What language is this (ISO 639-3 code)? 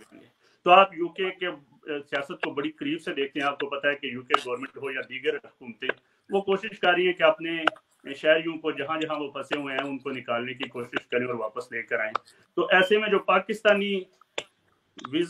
urd